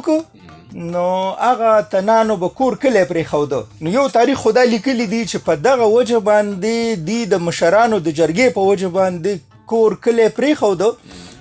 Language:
Pashto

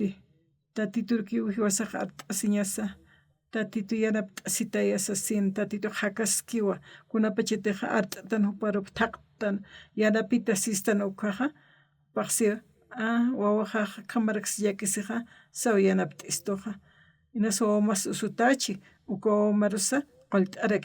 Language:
Aymara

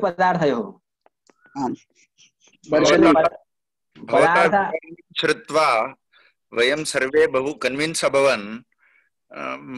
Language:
Sanskrit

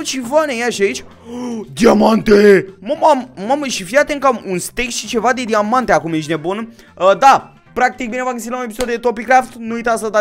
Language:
Romanian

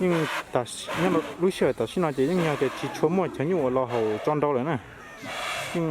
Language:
Hmong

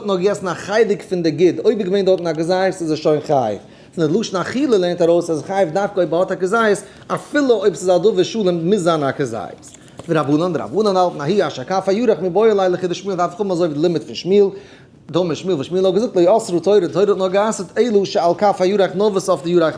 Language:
Yiddish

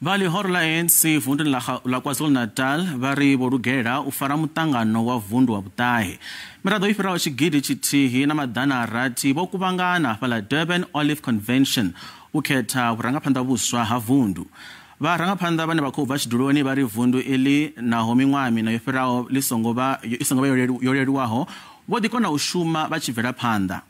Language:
Venda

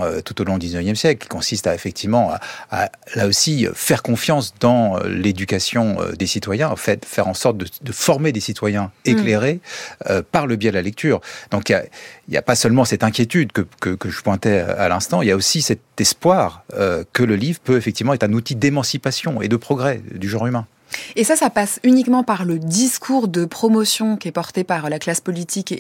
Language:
French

